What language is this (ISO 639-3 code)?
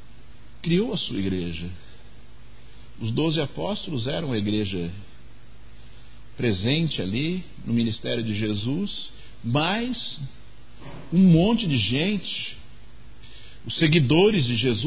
por